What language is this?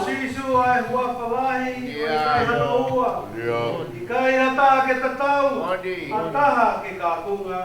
Tongan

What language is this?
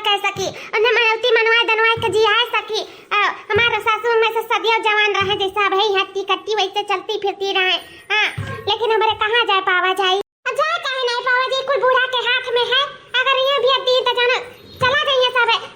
Awadhi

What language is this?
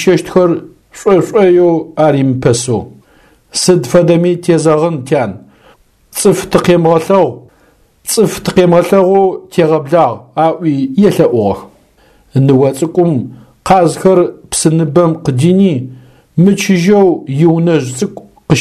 Adyghe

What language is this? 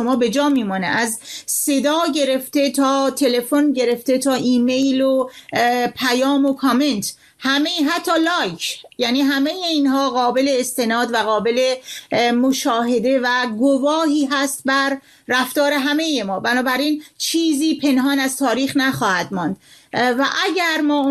Persian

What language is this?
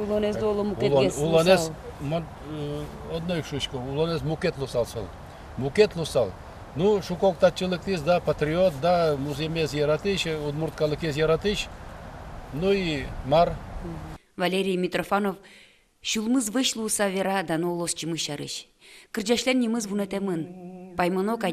Udmurt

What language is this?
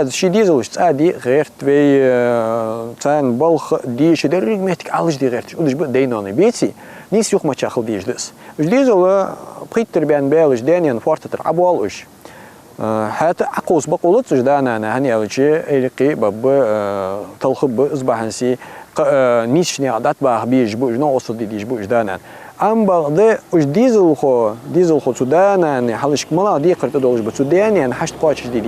Ingush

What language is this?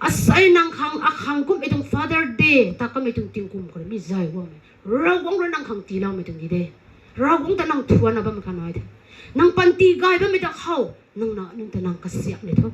Rongmei Naga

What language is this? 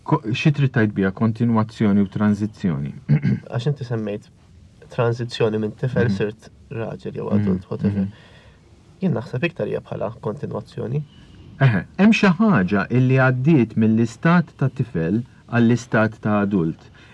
Maltese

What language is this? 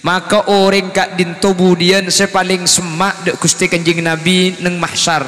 Madurese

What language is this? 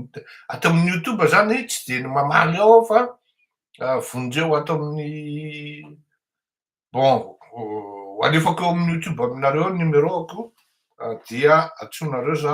Malagasy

